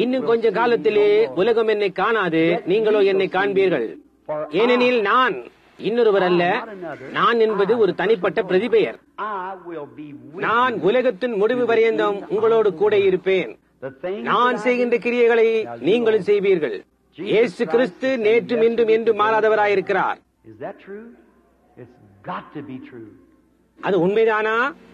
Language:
Tamil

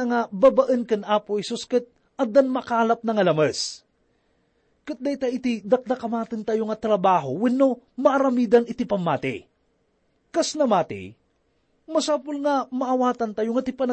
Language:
Iloko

